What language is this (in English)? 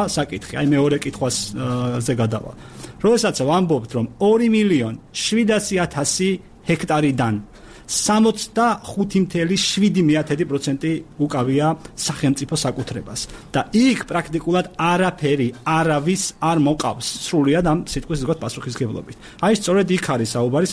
Georgian